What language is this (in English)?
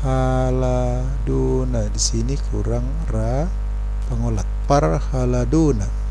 Batak Toba